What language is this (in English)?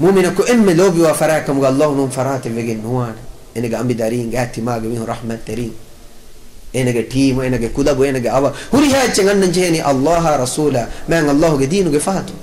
Divehi